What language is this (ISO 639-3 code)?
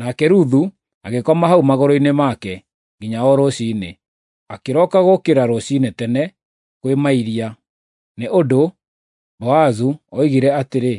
kik